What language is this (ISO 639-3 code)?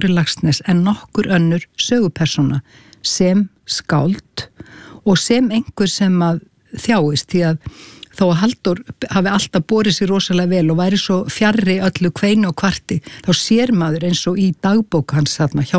isl